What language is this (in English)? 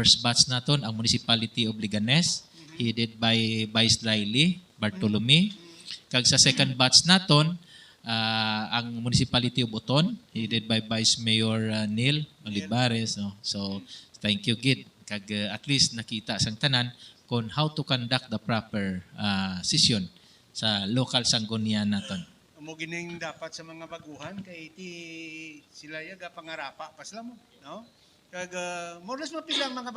Hiligaynon